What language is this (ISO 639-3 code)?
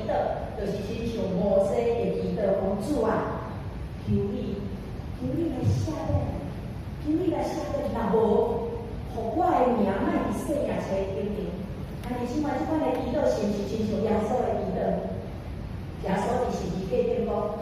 nan